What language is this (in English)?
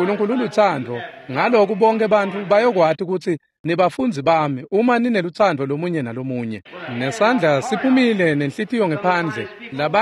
Swati